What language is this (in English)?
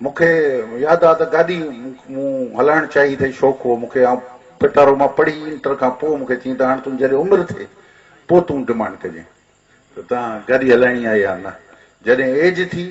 Sindhi